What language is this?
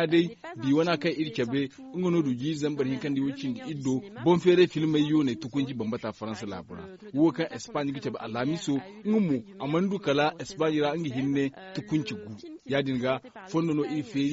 Zarma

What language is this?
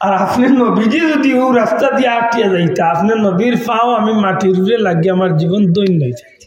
Sylheti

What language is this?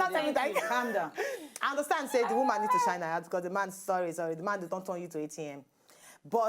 Nigerian Pidgin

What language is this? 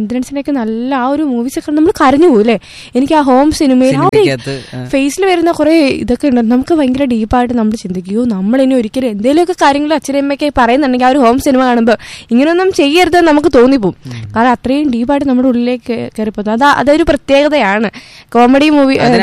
Malayalam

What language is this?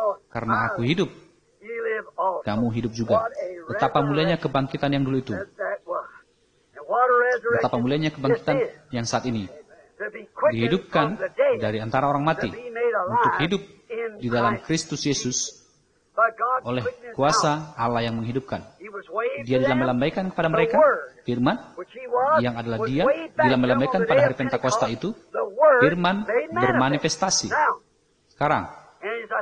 Indonesian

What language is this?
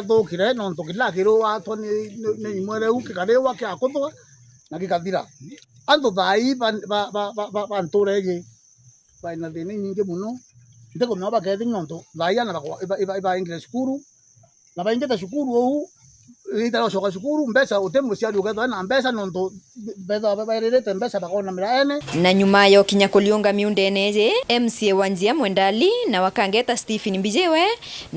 Meru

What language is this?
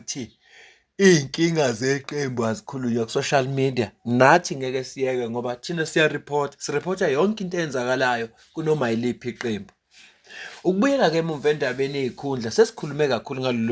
Zulu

